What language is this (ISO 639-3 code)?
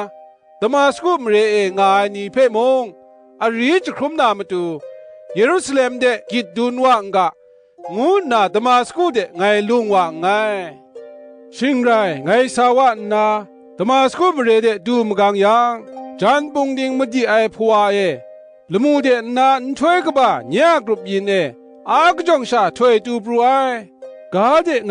kac